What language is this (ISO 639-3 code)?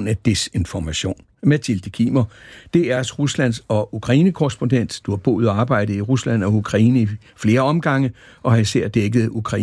dan